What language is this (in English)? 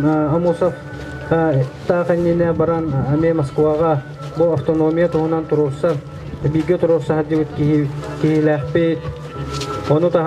Yakut